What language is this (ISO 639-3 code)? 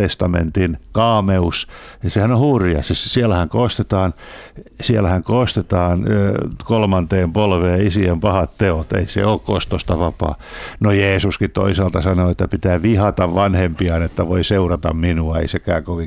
fin